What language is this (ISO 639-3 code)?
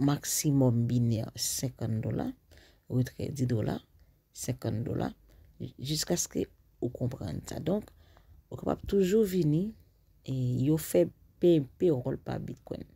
hat